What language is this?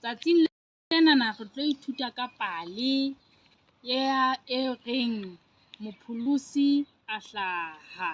Southern Sotho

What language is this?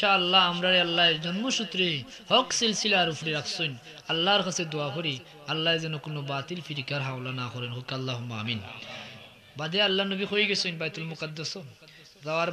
Sylheti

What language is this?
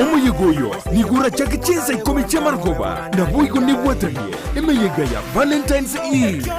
Gusii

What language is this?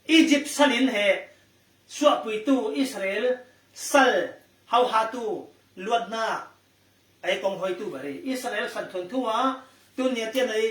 Falam Chin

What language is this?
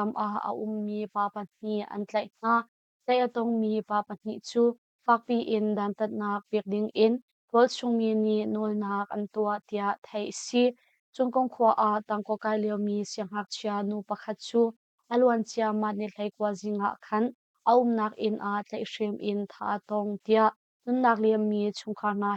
Hakha Chin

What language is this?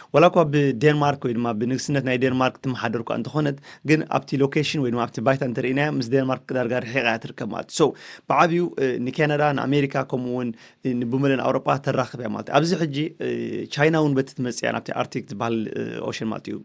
Tigrinya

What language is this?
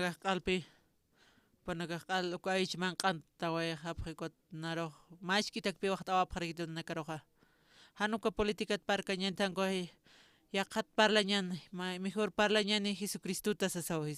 Aymara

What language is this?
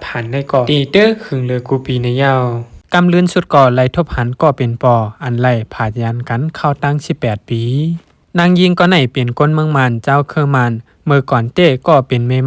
Shan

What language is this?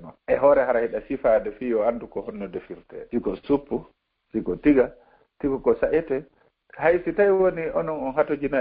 Fula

